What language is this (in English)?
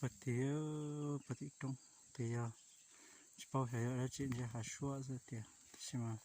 Hmong